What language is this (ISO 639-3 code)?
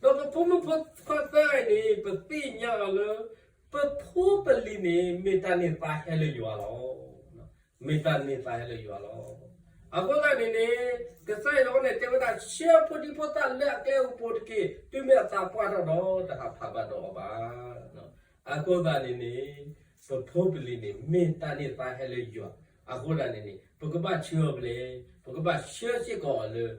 ksw